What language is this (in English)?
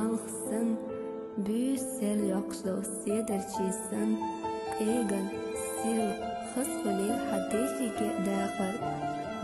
Chechen